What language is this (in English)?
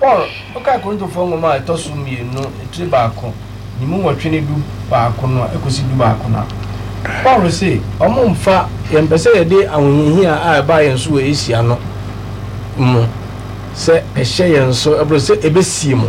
Akan